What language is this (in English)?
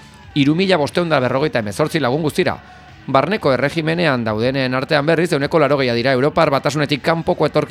Basque